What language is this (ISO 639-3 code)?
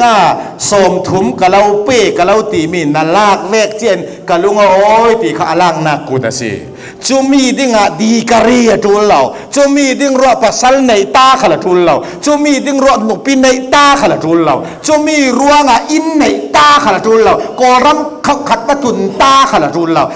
cfm